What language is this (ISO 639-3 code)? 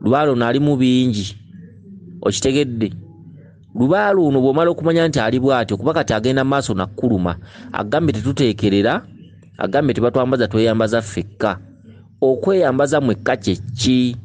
lug